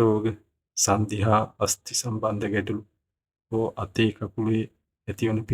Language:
Sinhala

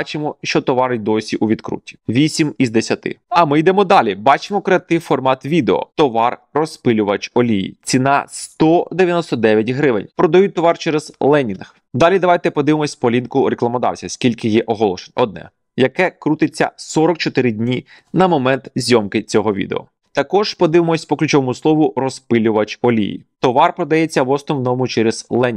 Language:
Ukrainian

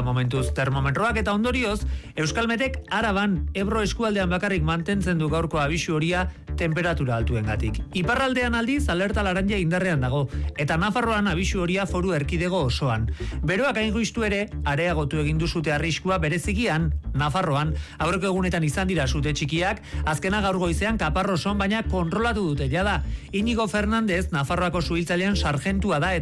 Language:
Basque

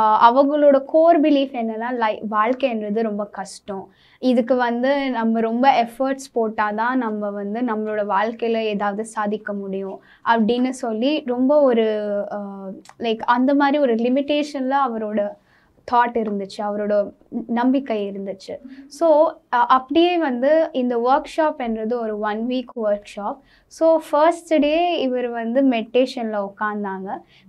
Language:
Tamil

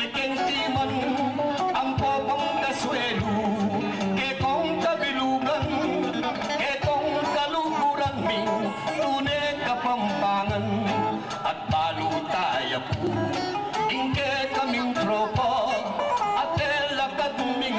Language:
Pampanga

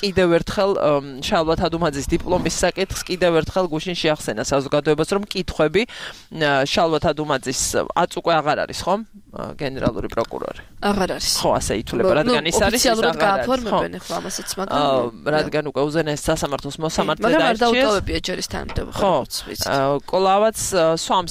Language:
Georgian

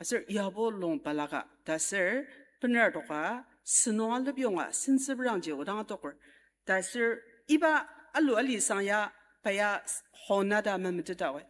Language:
Ao Naga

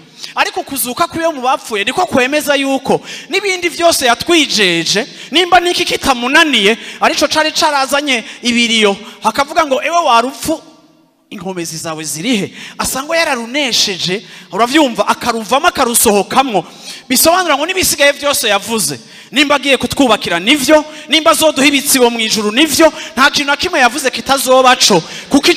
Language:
Rundi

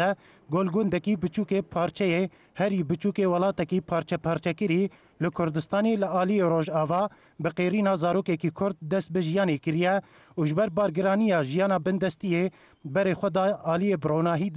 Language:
Kurdish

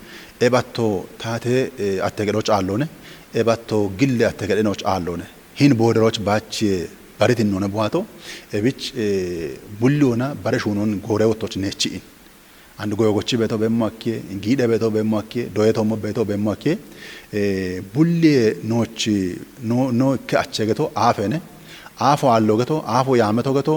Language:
Kafa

